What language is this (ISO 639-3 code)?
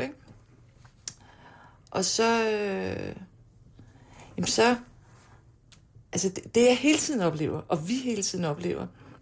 dan